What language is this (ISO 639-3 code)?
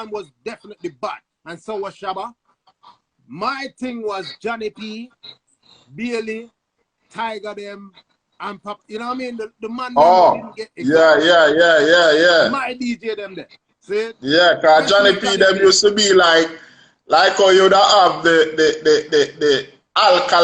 jam